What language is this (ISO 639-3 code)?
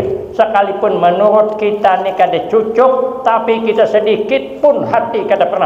bjn